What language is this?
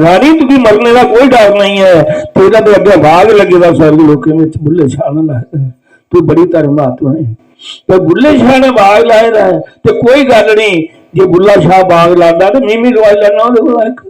Dogri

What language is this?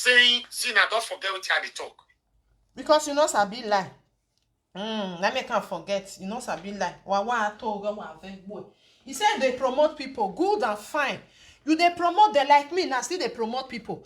Nigerian Pidgin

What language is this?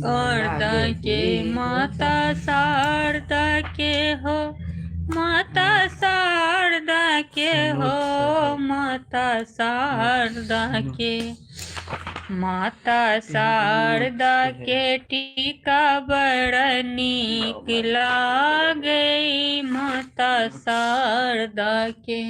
Maithili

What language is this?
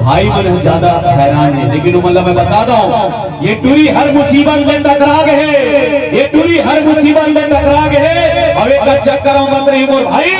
Chhattisgarhi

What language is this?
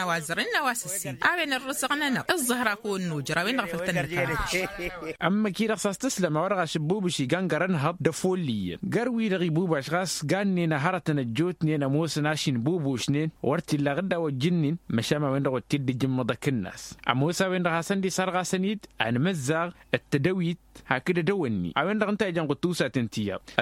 Tamasheq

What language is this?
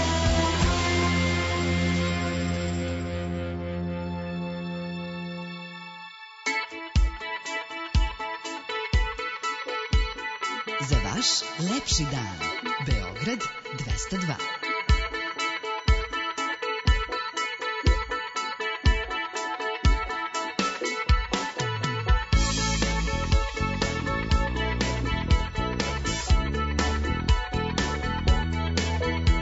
Serbian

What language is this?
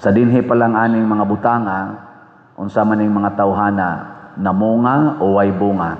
Cebuano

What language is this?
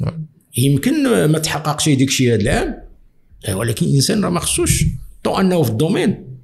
Moroccan Arabic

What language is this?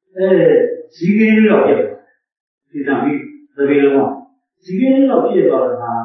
Burmese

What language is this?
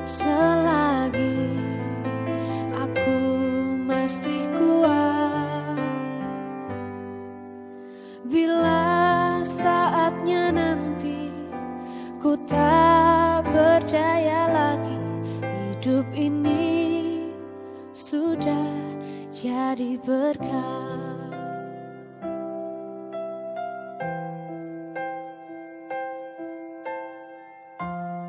Indonesian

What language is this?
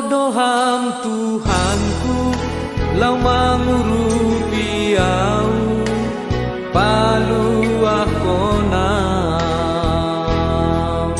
Batak Simalungun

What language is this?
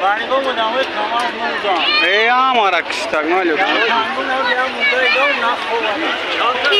Tajik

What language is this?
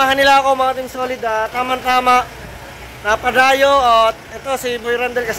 Filipino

